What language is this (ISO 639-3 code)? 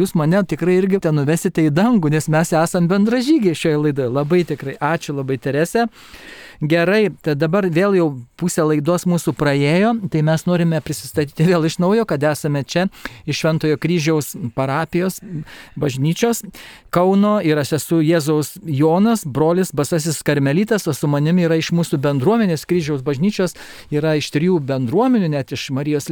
lit